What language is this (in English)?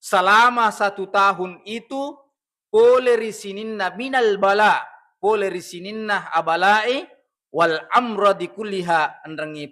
Buginese